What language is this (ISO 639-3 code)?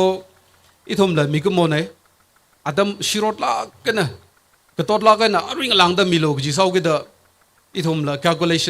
nmf